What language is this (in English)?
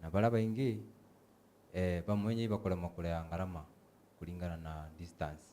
Meru